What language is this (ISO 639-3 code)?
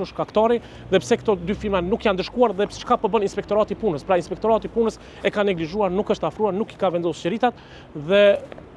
sqi